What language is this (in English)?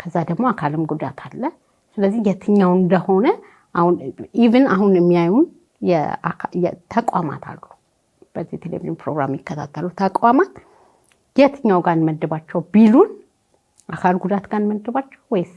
Amharic